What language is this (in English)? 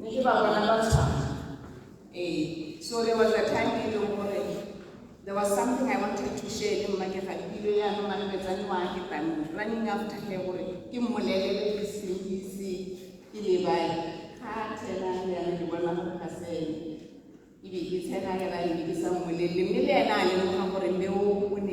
Tswana